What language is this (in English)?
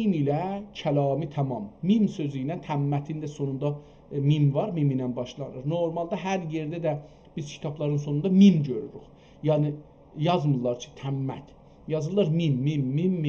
South Azerbaijani